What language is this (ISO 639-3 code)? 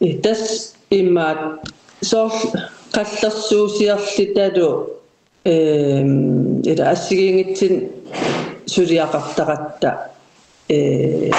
kal